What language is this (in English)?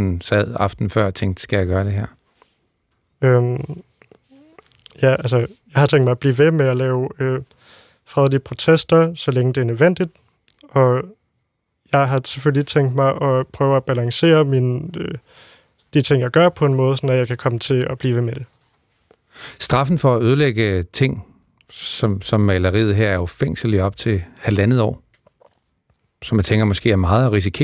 Danish